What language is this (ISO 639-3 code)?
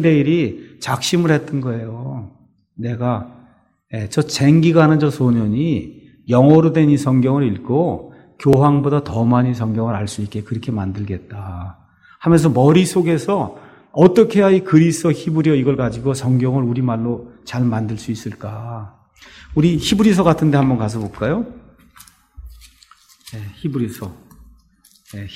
kor